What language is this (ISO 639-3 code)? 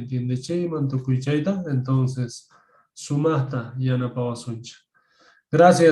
que